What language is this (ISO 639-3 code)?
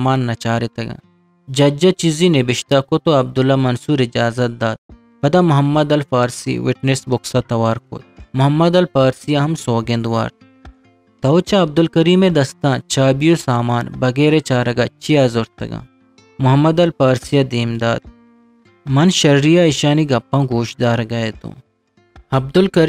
bgp